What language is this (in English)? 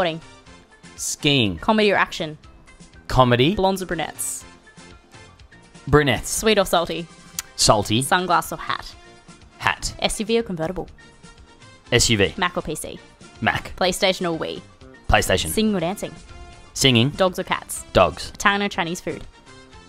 English